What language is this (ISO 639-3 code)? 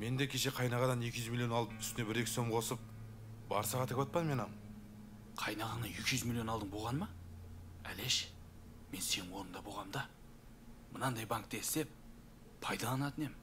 kaa